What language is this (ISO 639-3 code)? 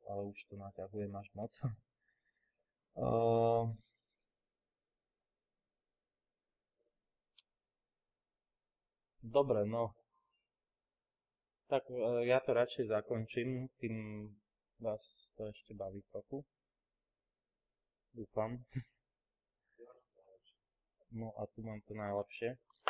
slk